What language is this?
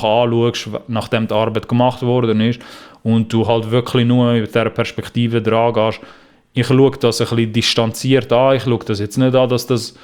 Swiss German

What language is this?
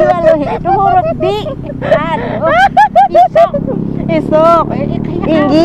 Banjar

